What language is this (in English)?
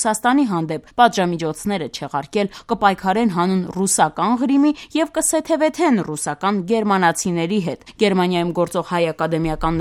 Armenian